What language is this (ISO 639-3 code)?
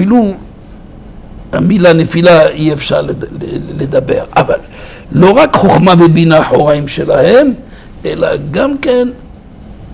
heb